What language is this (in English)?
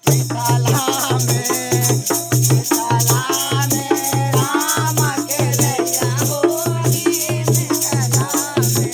Maithili